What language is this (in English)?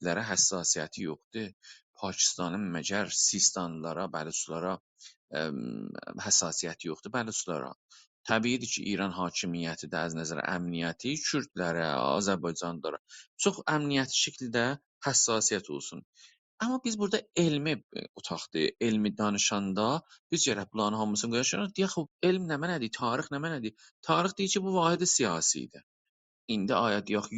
South Azerbaijani